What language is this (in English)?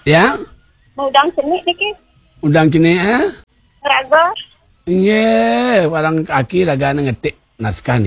Balinese